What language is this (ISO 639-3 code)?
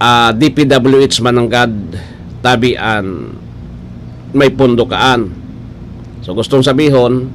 bik